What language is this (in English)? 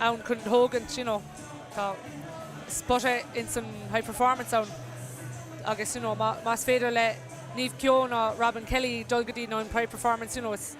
Irish